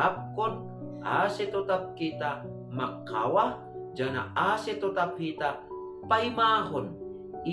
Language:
Batak Simalungun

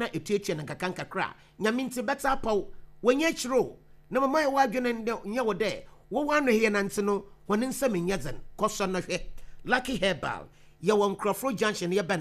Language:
Akan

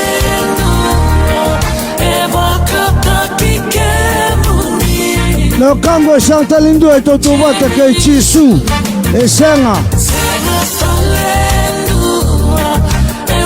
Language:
Fijian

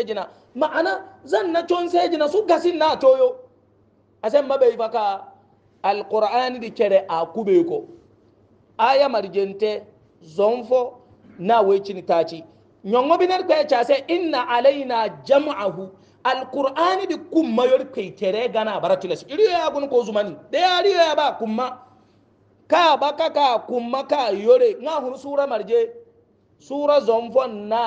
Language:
Hausa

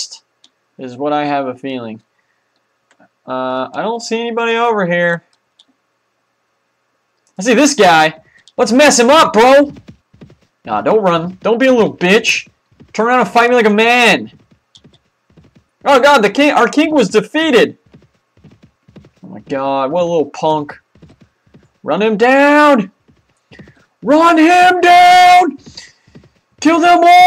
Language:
English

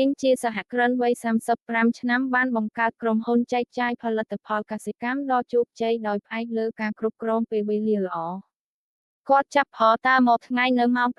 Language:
Khmer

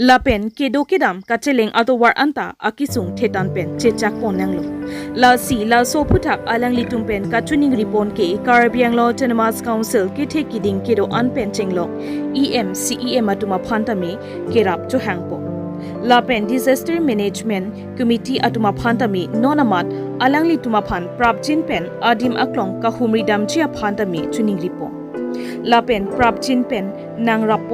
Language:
Karbi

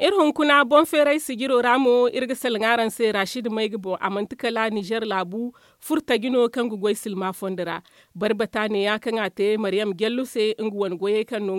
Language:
Zarma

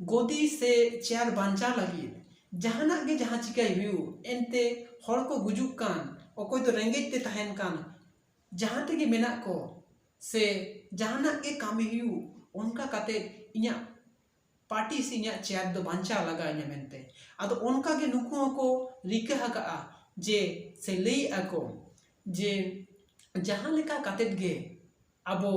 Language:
Santali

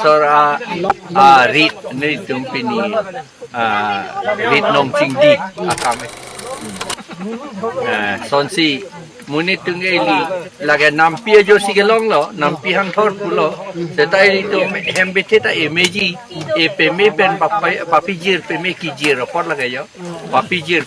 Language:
Karbi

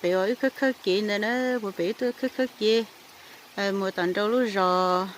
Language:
Hmong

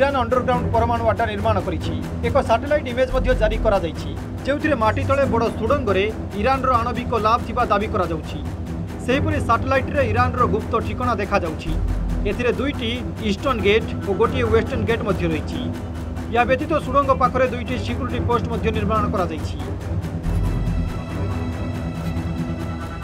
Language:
Odia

